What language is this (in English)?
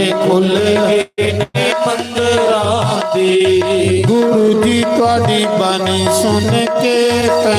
Dogri